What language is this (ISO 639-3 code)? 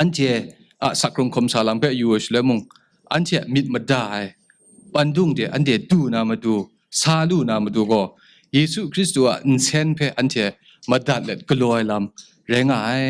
kac